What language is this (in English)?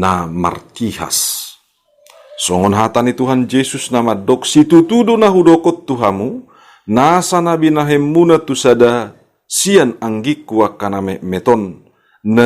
Batak Toba